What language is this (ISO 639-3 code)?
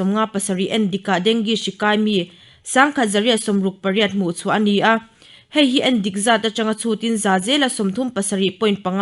lus